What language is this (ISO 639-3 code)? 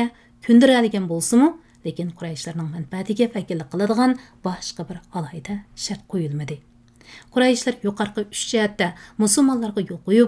uig